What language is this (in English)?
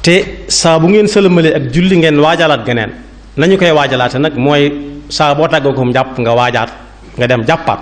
Wolof